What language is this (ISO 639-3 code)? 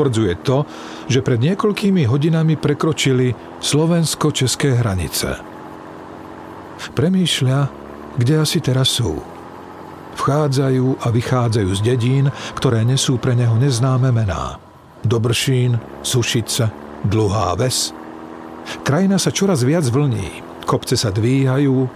slk